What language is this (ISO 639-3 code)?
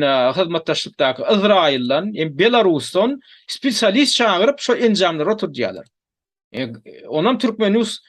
tuk